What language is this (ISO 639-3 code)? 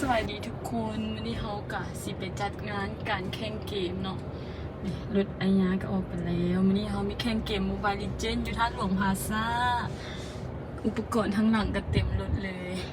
lao